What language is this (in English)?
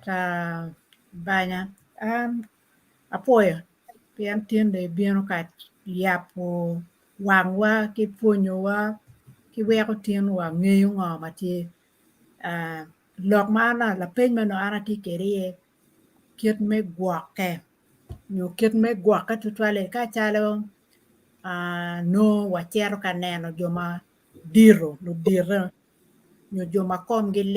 Acoli